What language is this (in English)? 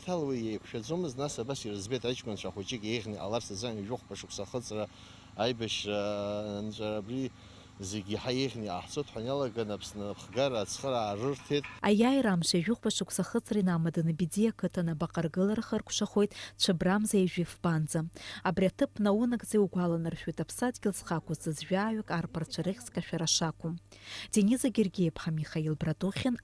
Abkhazian